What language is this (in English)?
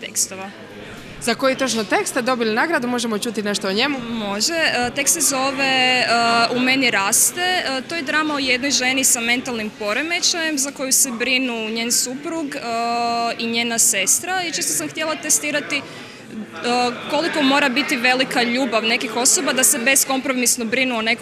Croatian